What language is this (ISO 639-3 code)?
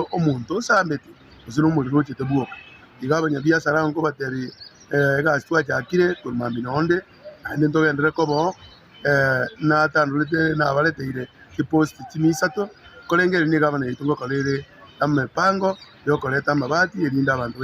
guz